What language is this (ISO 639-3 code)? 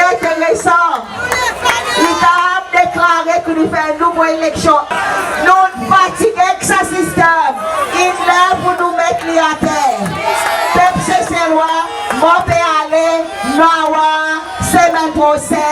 crs